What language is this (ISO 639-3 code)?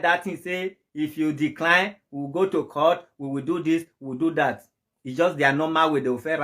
pcm